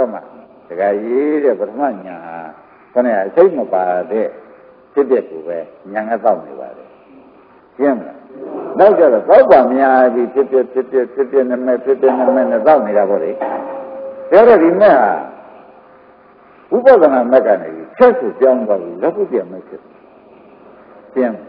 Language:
Burmese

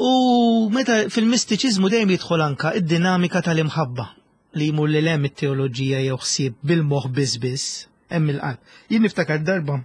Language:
Maltese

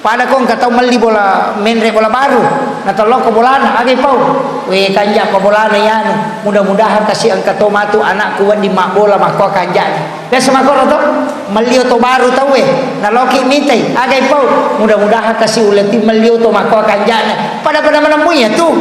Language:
Buginese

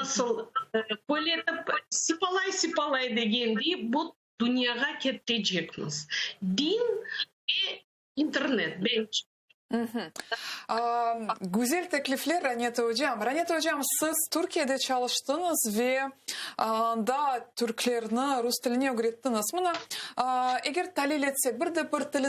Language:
Crimean Tatar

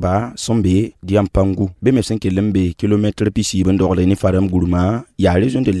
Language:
Mossi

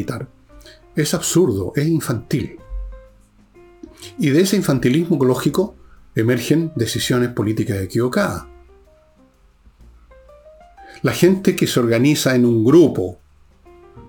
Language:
Spanish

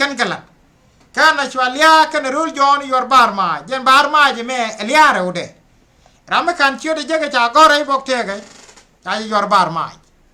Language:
Nuer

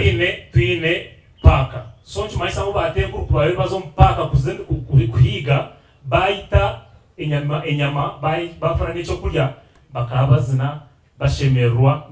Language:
Nyankole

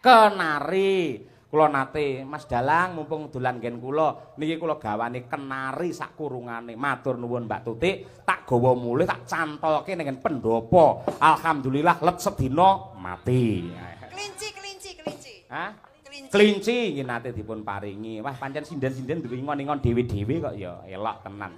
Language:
Javanese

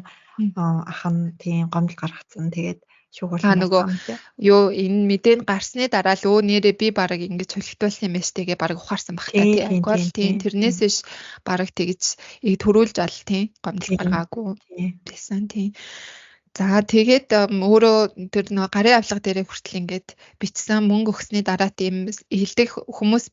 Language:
Mongolian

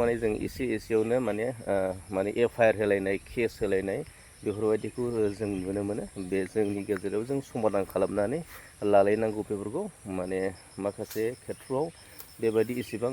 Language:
Bodo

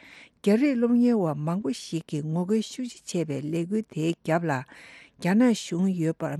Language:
Tibetan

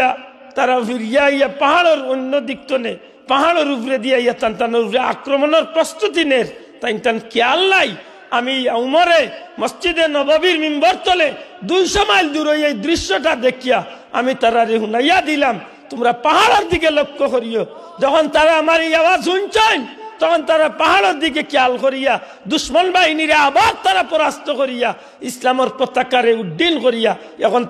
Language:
Sylheti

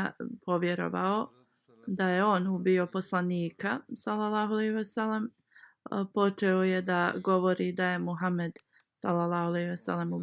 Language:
Bosnian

